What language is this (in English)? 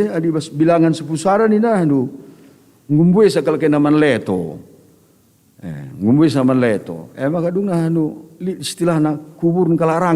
Batak Karo